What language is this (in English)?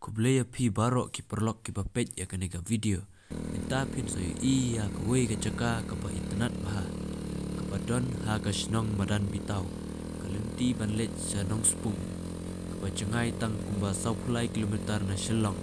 Khasi